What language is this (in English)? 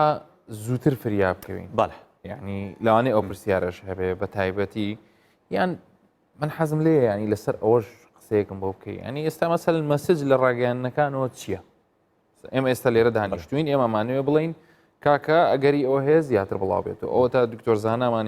Central Kurdish